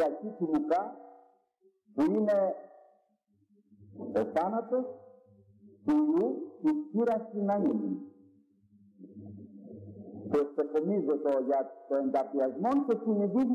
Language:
Greek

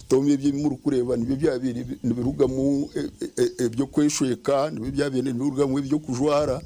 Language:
Nyankole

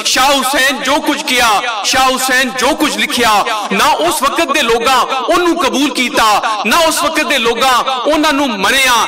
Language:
Western Panjabi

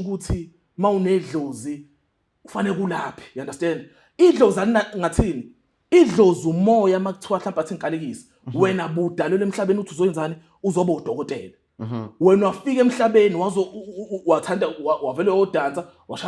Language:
Zulu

